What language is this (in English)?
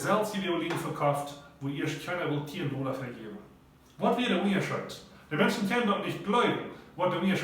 Plautdietsch